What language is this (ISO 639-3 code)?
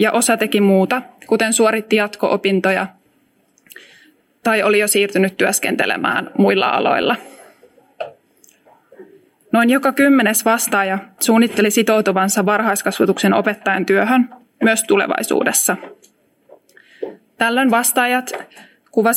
fin